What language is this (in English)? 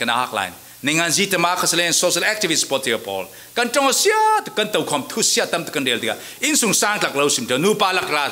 Falam Chin